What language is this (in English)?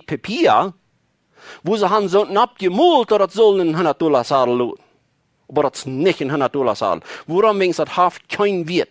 Plautdietsch